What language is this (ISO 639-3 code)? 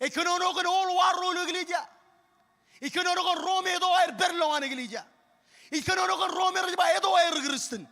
mah